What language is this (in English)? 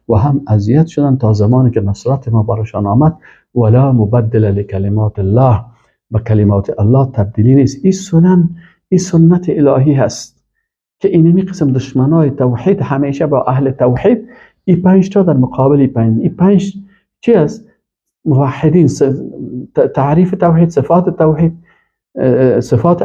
Persian